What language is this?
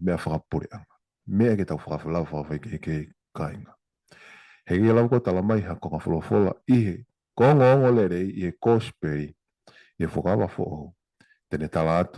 Tongan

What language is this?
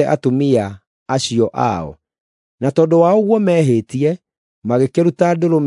Kikuyu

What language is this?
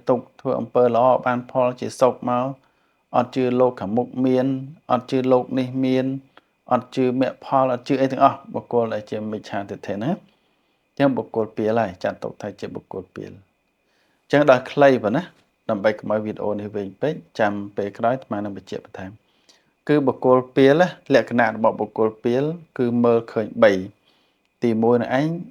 Khmer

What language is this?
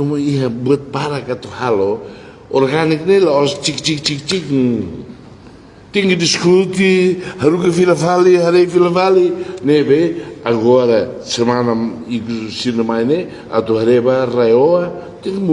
Tetum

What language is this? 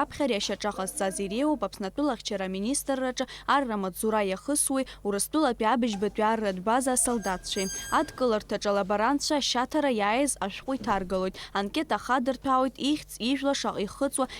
Abkhazian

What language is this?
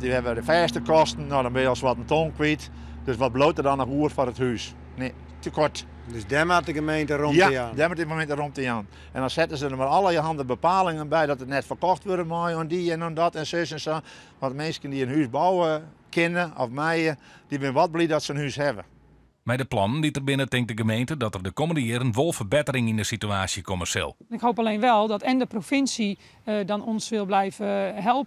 Western Frisian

